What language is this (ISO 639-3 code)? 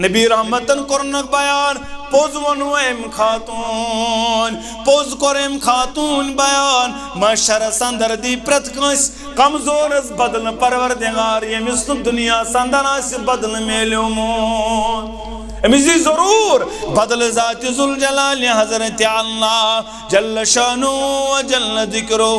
kas